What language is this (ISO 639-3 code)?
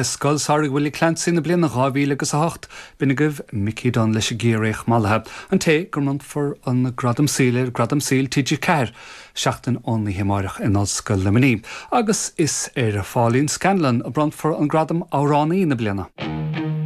gle